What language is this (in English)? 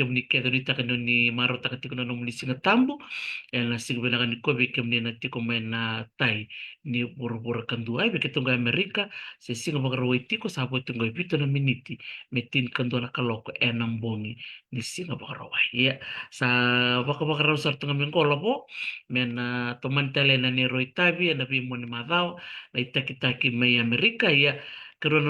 Fijian